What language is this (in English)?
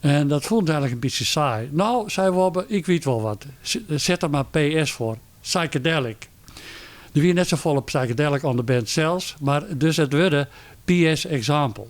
Western Frisian